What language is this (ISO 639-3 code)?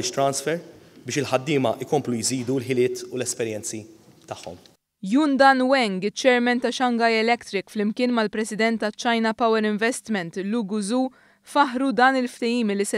mlt